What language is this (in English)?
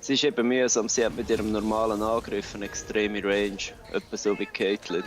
Swiss German